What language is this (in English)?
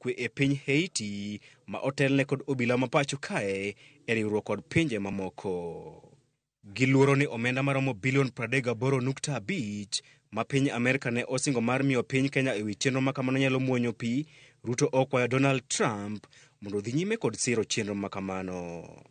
Luo (Kenya and Tanzania)